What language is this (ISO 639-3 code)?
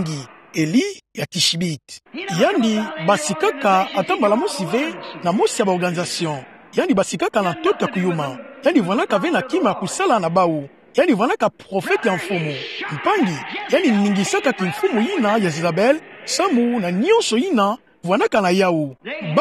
ktu